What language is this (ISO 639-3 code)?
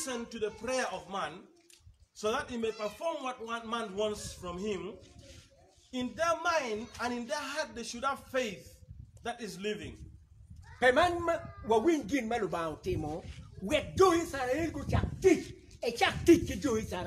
ach